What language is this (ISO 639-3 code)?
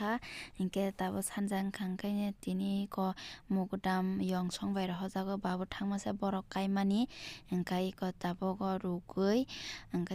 trp